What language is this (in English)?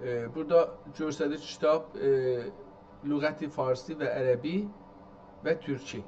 South Azerbaijani